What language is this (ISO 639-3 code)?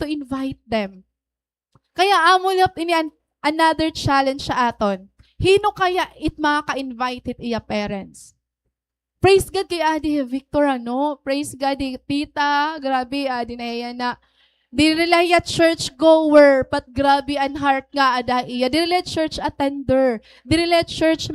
war